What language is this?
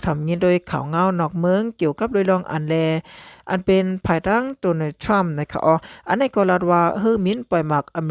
Shan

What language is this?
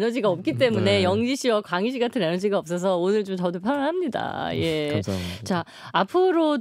Korean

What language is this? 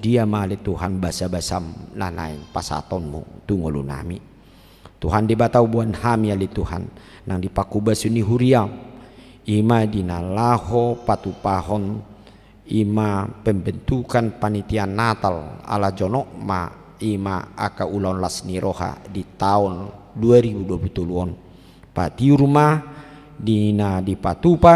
Batak Toba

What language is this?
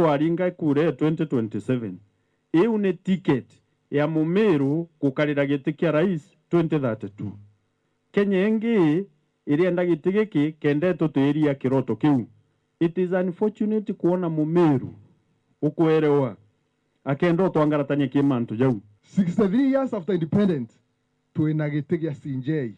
Meru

